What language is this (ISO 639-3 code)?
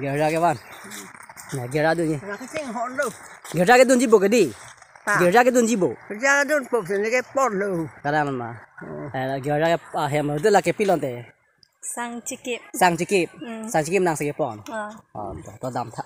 mjw